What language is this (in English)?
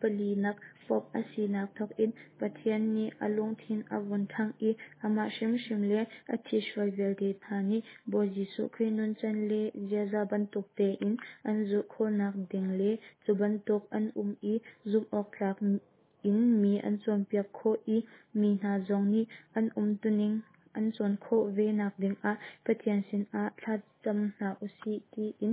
Hakha Chin